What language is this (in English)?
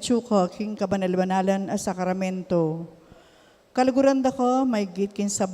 Pampanga